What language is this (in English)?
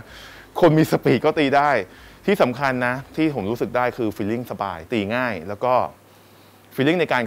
Thai